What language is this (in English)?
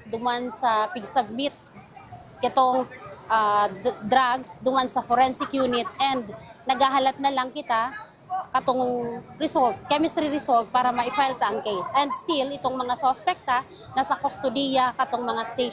Bikol